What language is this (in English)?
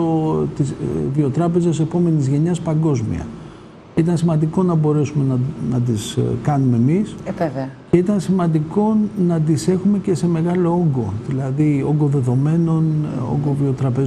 Greek